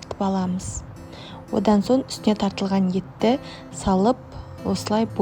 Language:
Kazakh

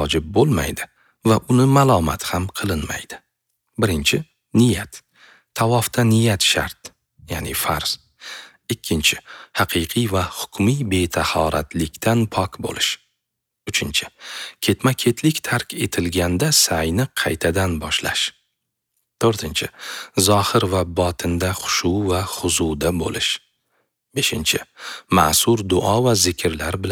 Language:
Uzbek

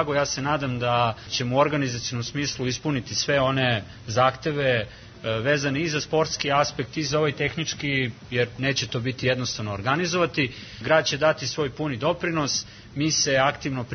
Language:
Serbian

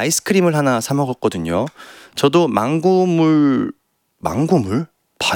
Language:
Korean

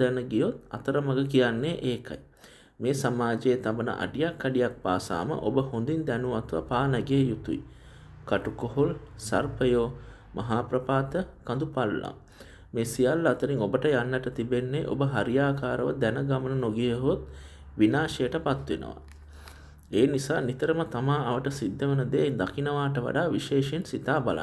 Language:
Sinhala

